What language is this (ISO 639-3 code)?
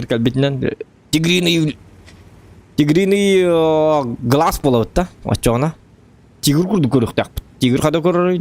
sah